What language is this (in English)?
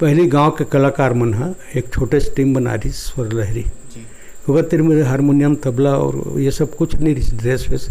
Chhattisgarhi